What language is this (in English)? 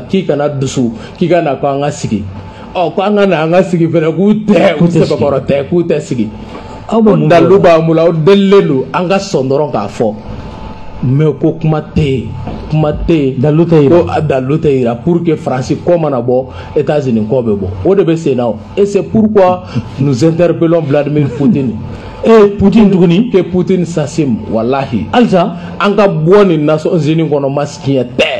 Bambara